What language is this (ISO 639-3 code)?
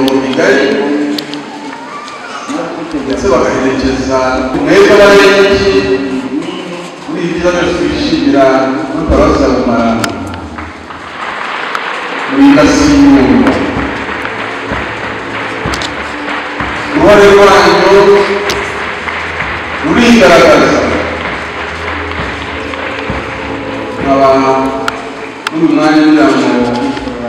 kin